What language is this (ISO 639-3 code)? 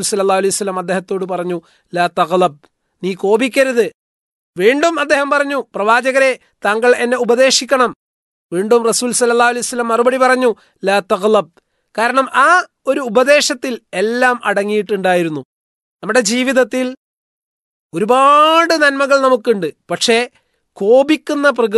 mal